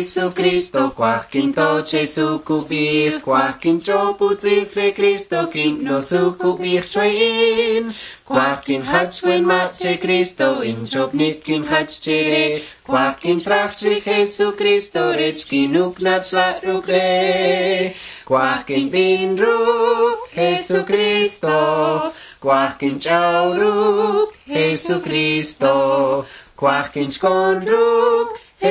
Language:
Kʼicheʼ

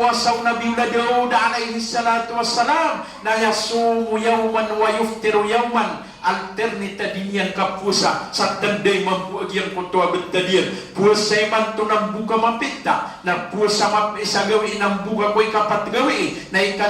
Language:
Maranao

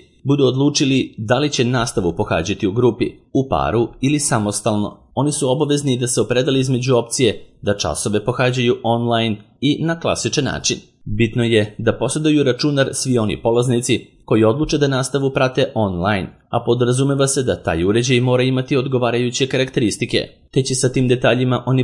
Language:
Serbian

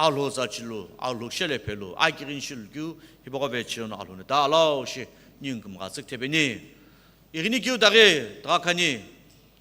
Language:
Sumi Naga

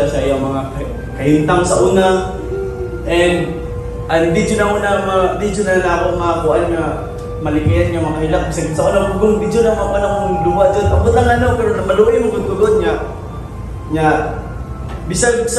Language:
Cebuano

